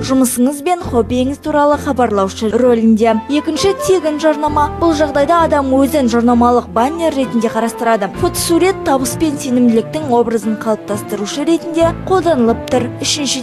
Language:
Kazakh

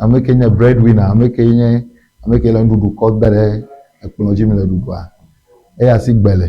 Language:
Ewe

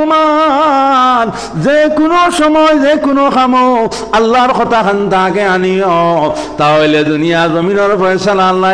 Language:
Sylheti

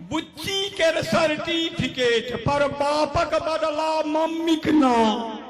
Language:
Maithili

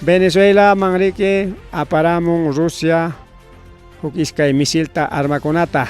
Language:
Ayacucho Quechua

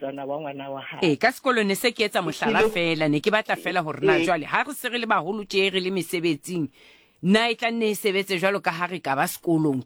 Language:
Southern Sotho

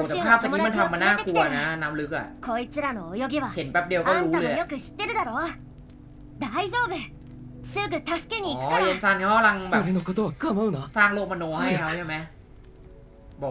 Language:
Thai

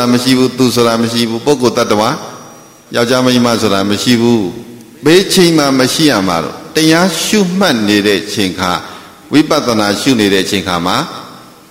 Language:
Burmese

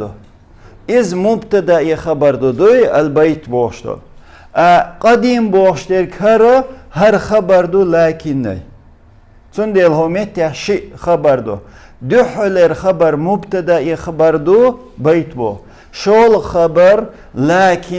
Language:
Chechen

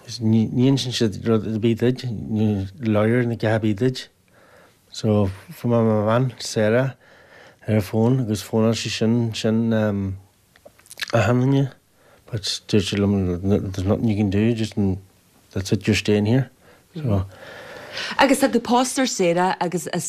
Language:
Irish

